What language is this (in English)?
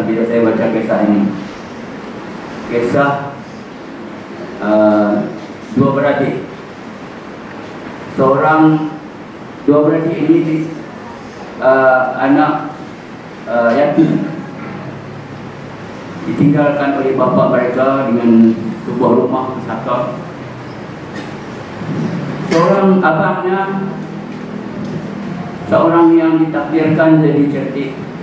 Malay